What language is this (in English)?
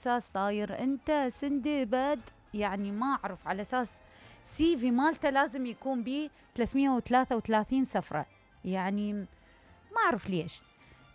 Mesopotamian Arabic